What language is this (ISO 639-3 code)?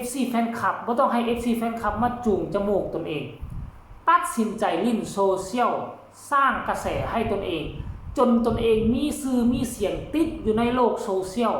tts